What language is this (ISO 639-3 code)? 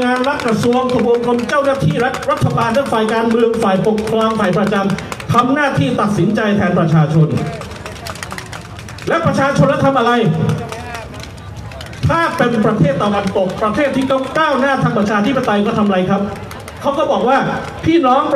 tha